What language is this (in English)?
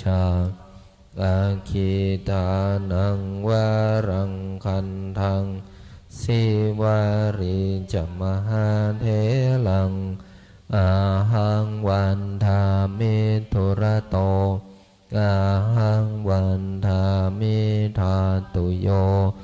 Pali